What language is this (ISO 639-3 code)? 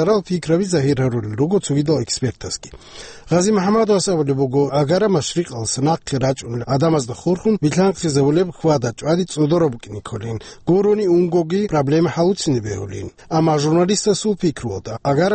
ava